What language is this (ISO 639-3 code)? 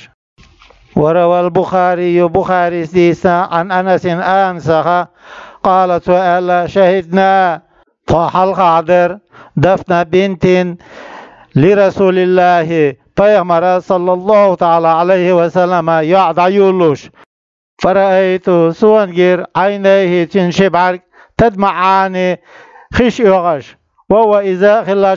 che